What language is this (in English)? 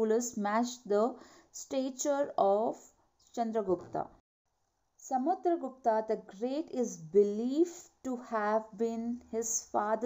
English